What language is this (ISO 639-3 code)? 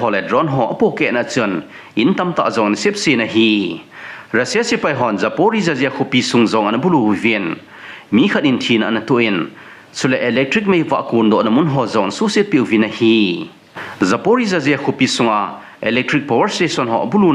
tcz